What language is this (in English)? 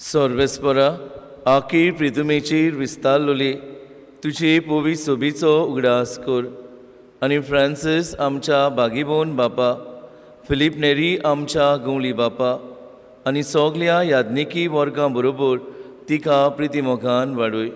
Konkani